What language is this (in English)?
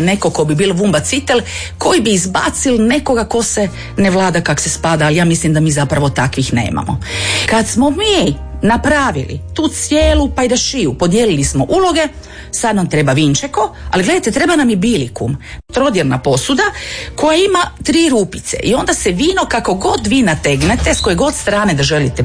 Croatian